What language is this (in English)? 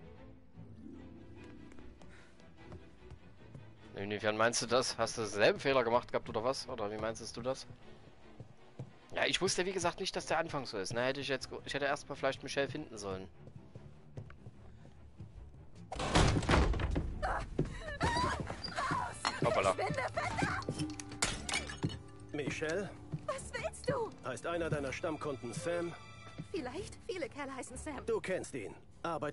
German